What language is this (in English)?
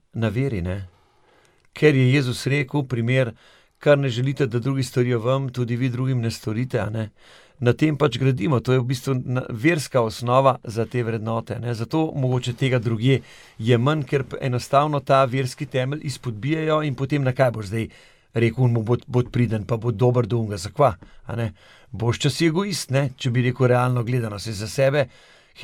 Slovenian